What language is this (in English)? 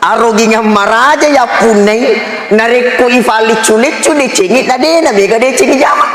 Buginese